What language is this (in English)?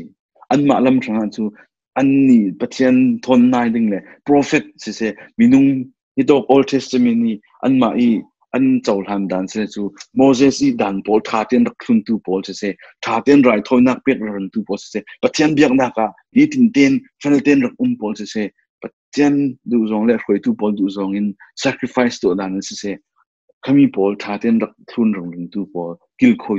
Falam Chin